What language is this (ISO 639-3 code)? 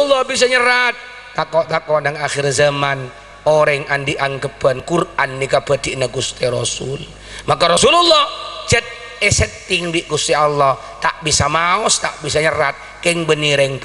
mad